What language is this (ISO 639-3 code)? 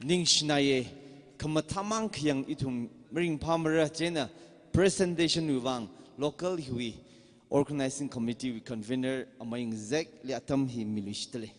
nmf